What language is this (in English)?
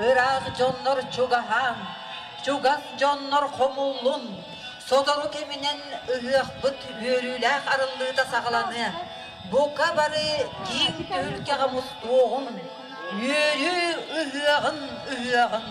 Yakut